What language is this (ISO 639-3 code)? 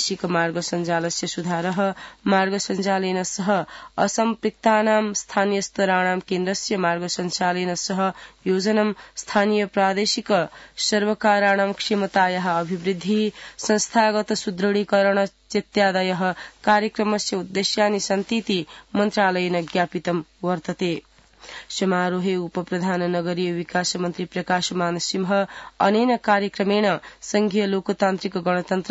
san